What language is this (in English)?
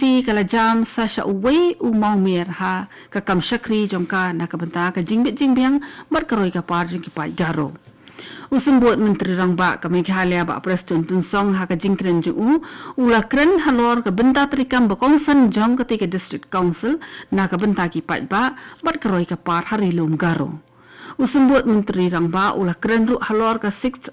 Khasi